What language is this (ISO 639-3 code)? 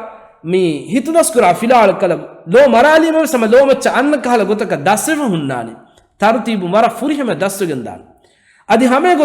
div